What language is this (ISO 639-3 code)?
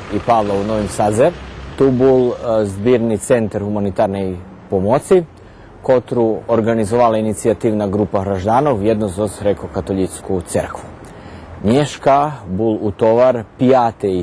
rue